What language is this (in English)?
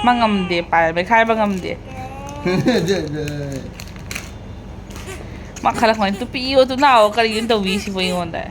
Manipuri